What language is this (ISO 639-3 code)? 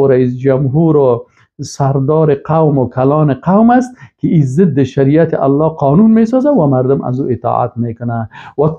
fas